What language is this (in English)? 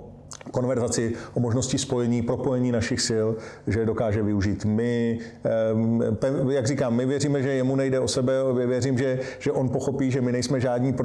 Czech